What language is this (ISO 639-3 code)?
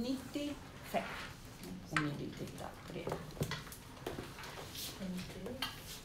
swe